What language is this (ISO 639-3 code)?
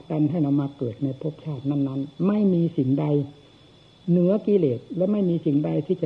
tha